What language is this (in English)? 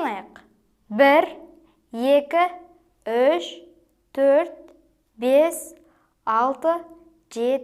Kazakh